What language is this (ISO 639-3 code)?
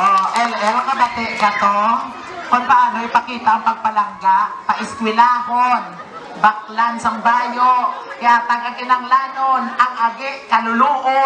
hil